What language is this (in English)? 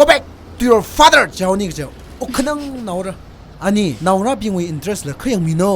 Tangkhul Naga (India)